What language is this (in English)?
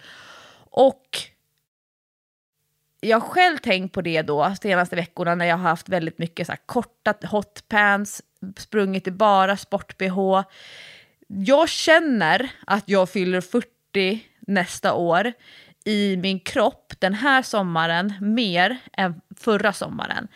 Swedish